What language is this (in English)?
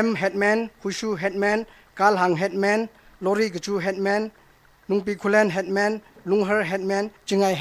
Tangkhul Naga (India)